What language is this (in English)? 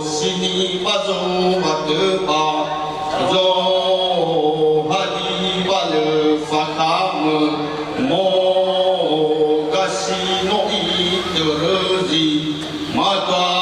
Nias